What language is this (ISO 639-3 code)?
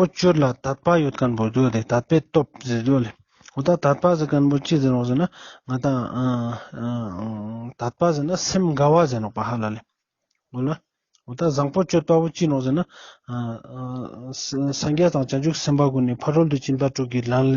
lbj